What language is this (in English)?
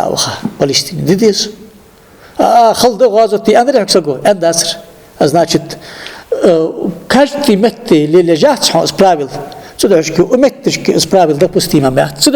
Ingush